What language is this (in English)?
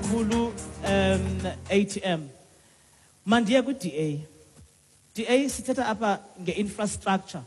Xhosa